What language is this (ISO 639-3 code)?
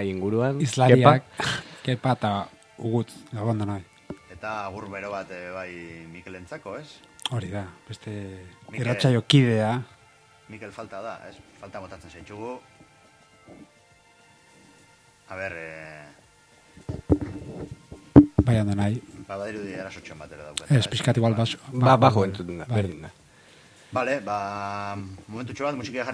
eus